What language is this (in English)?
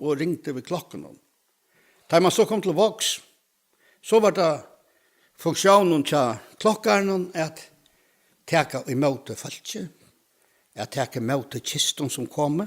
Faroese